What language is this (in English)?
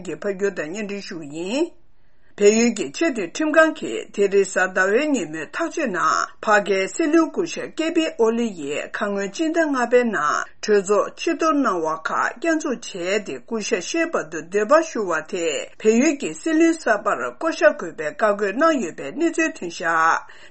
Tibetan